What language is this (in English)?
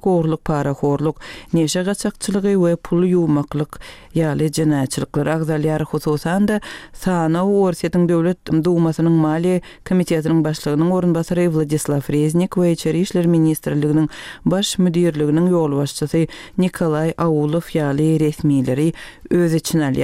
Turkmen